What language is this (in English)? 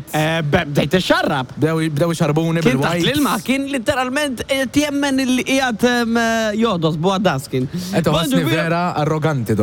Maltese